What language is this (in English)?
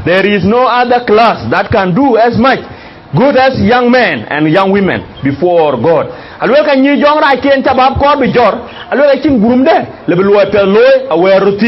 Dinka